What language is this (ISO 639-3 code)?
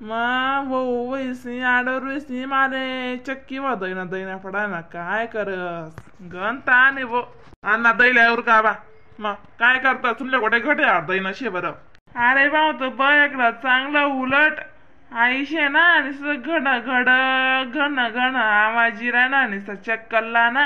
khn